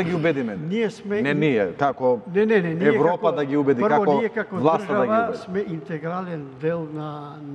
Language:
Macedonian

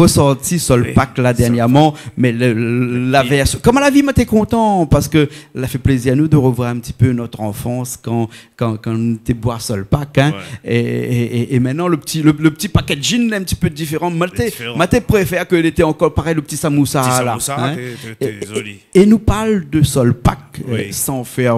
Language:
Réunion Creole French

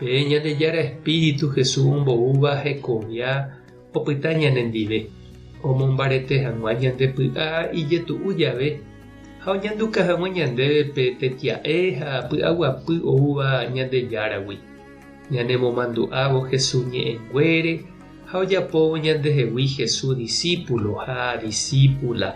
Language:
Guarani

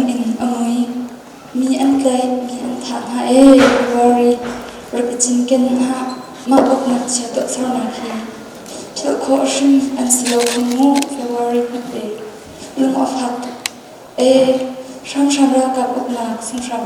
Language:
Hakha Chin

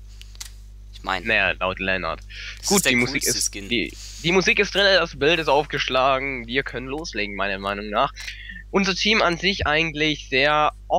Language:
German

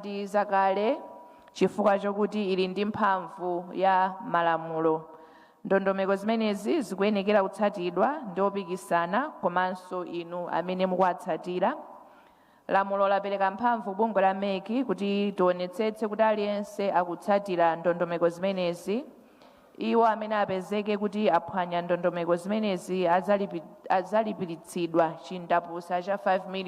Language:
Nyanja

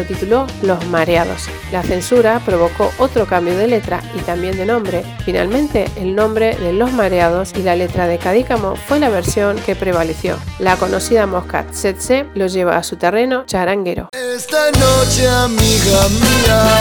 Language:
Spanish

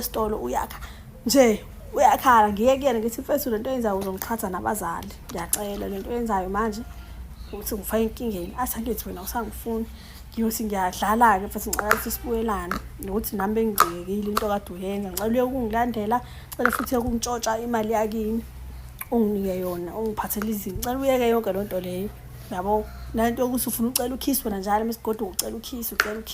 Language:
Zulu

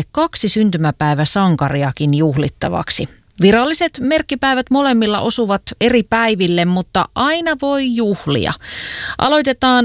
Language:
Finnish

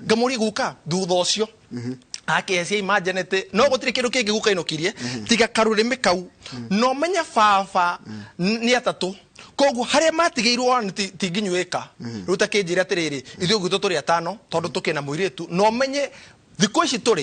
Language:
Kikuyu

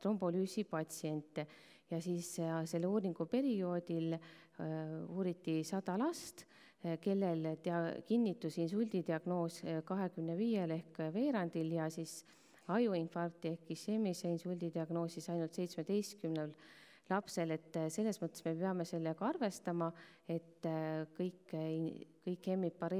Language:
Estonian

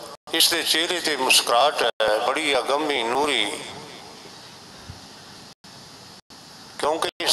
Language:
Punjabi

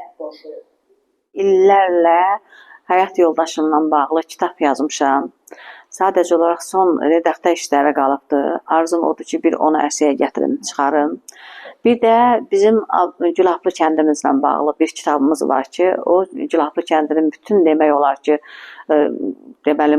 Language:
Azerbaijani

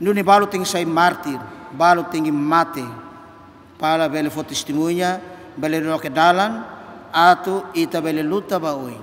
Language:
Tetum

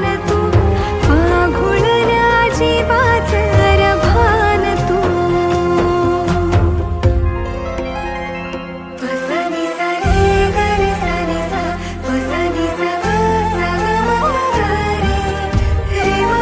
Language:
Marathi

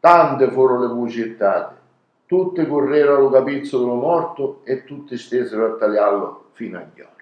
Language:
Sicilian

